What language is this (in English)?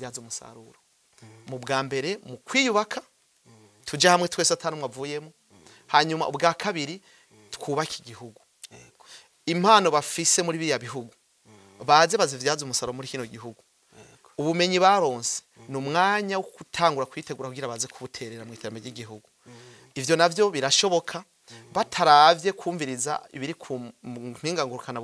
Rundi